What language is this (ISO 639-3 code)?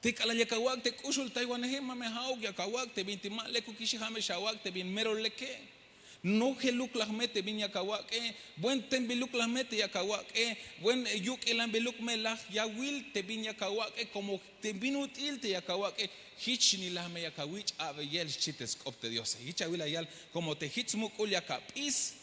tzh